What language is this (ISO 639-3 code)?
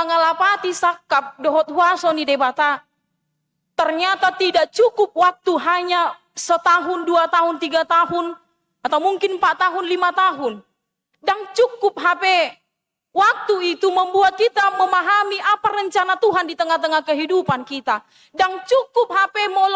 bbc